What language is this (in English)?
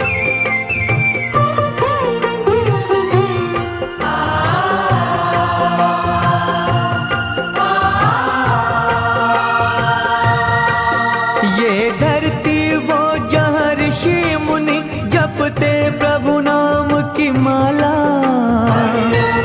Hindi